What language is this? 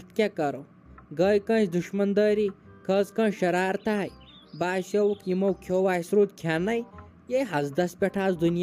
Kashmiri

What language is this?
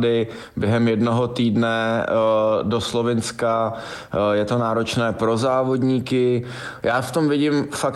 Czech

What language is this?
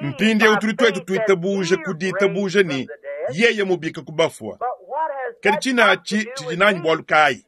Luba-Lulua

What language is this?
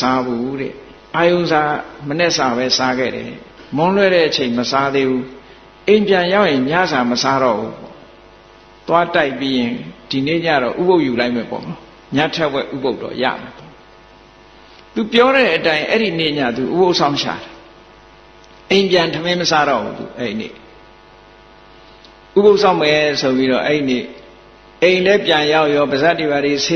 Burmese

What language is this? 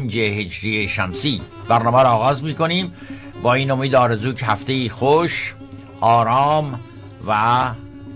Persian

